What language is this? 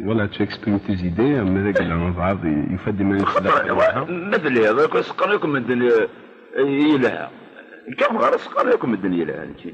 Kabyle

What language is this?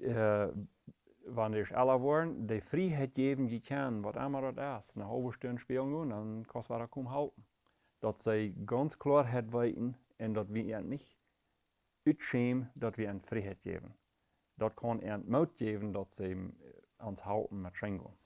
Plautdietsch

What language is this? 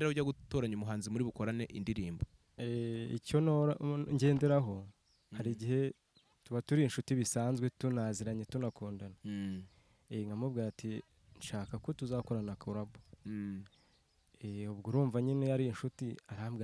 Kinyarwanda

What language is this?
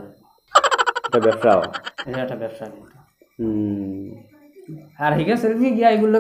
Sylheti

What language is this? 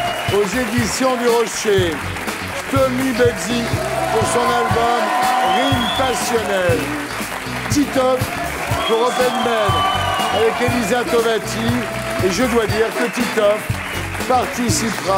French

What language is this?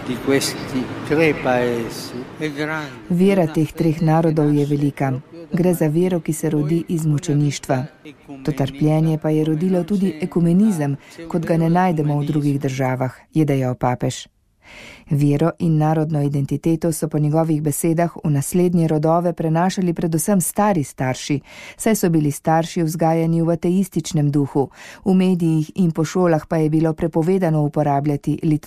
Slovenian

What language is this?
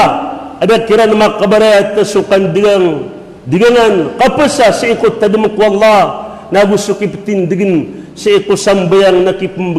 Maranao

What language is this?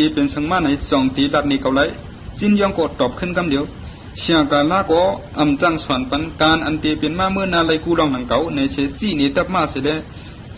Shan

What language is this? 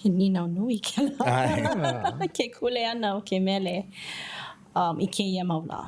Hawaiian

